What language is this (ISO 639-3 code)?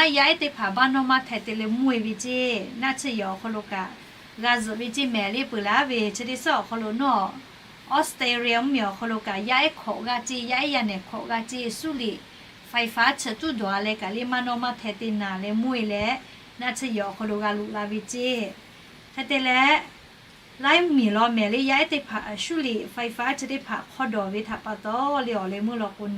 lhu